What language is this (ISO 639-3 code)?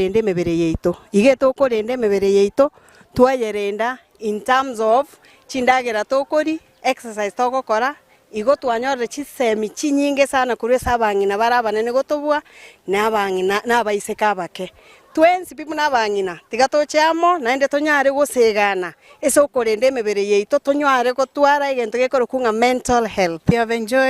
guz